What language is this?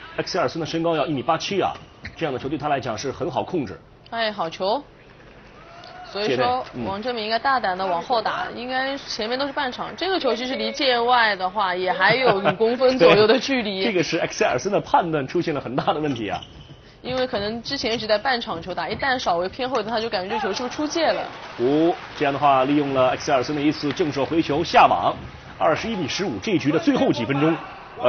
Chinese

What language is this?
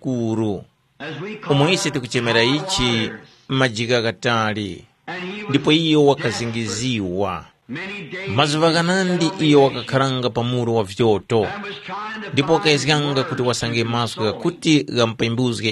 Tumbuka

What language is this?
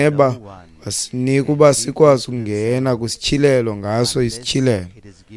Xhosa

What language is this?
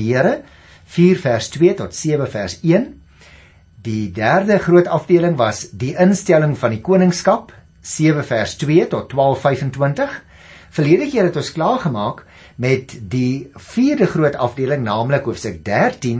Afrikaans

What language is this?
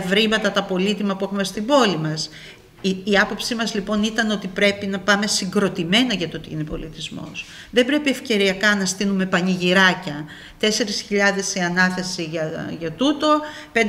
Greek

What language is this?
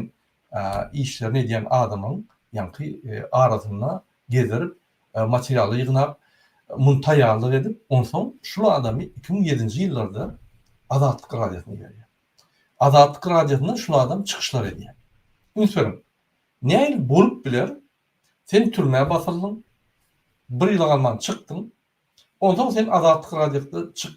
Turkmen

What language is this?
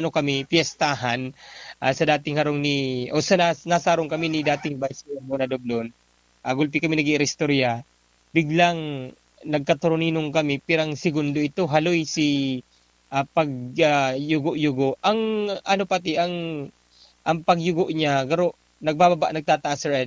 Bikol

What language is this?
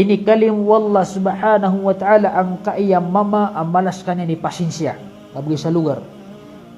Maranao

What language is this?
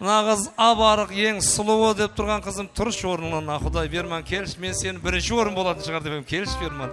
Kara-Kalpak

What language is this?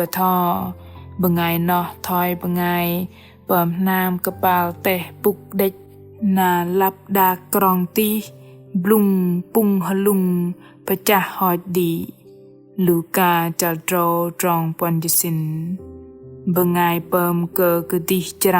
Bahnar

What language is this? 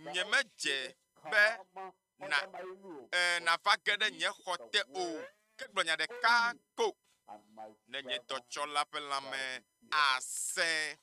Ewe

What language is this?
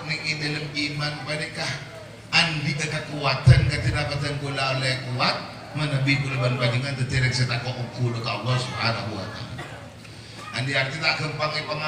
Madurese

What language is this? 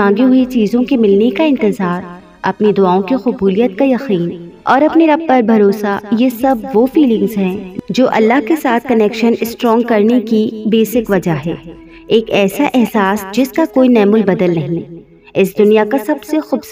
Urdu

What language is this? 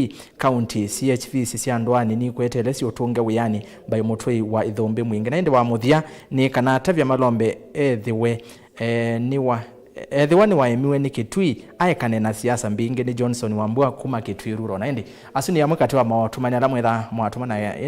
Kamba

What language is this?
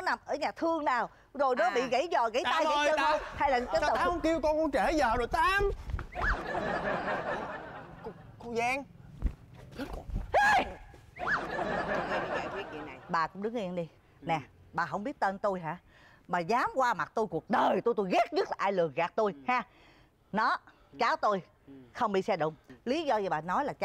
Vietnamese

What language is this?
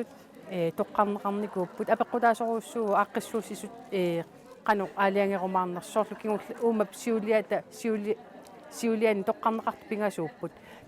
Kalaallisut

